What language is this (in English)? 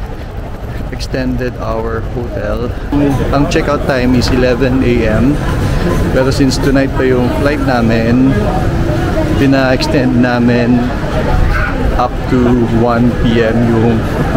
Filipino